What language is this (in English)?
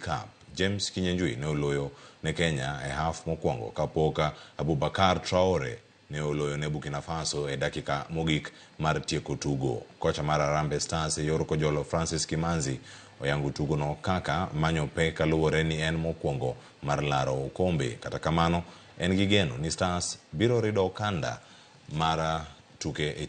Luo (Kenya and Tanzania)